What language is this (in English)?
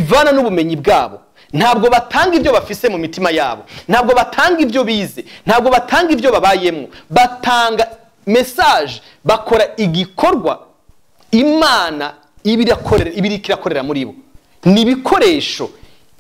Rundi